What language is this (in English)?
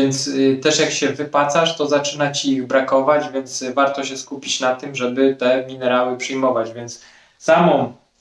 Polish